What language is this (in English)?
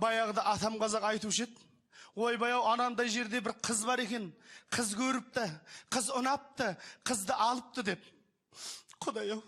Kazakh